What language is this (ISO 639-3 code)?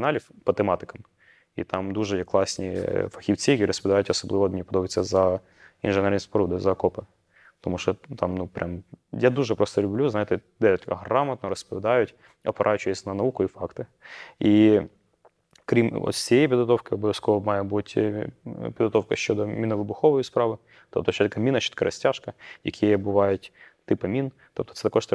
ukr